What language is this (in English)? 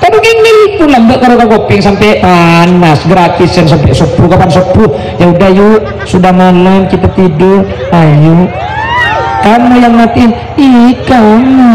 Madurese